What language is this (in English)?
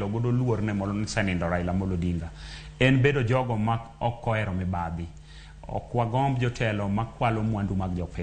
Luo (Kenya and Tanzania)